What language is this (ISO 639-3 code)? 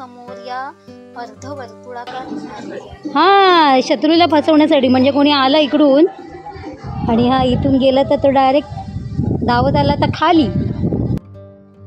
mar